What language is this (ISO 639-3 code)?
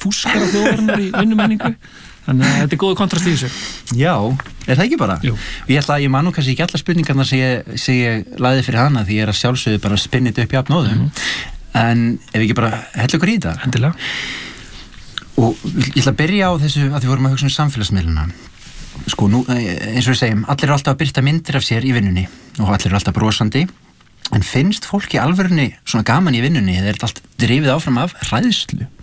isl